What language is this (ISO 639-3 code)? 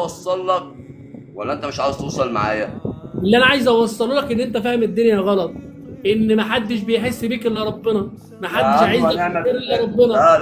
arz